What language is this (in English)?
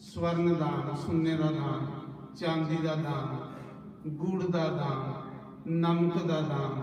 Dogri